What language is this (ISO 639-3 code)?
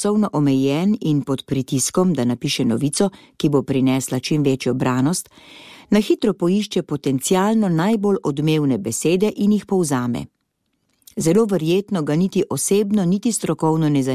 slv